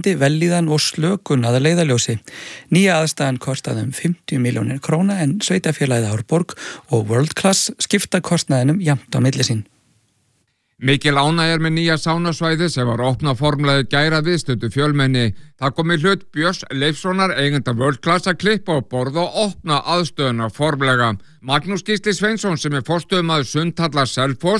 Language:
Icelandic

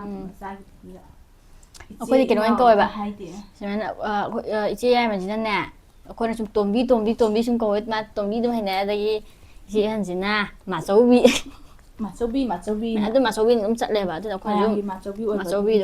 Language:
Manipuri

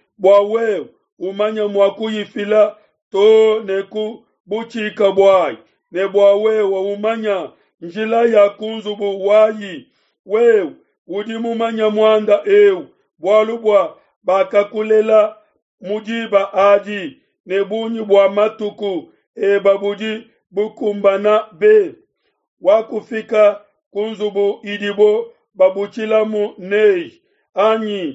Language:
Luba-Lulua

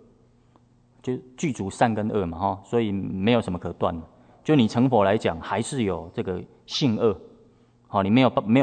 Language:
Chinese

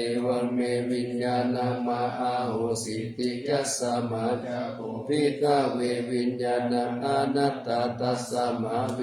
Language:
Pali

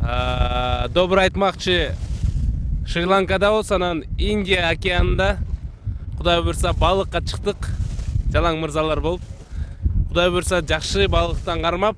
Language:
Kyrgyz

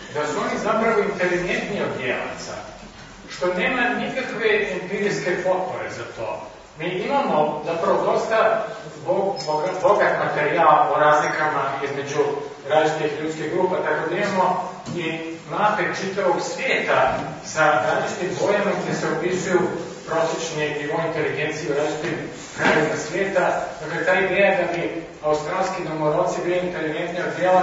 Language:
Croatian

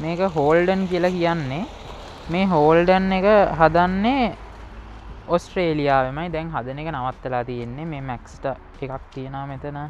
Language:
Sinhala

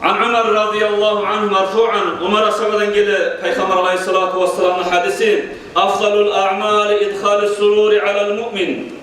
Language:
Kumyk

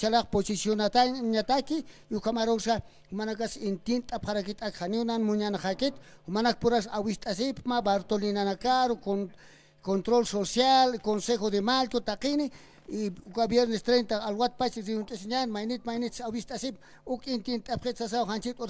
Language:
Aymara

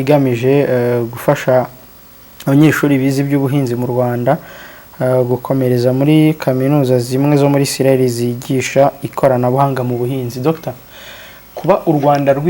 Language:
Kinyarwanda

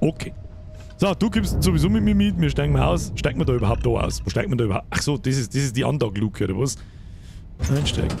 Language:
Bavarian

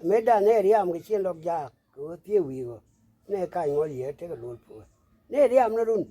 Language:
Nuer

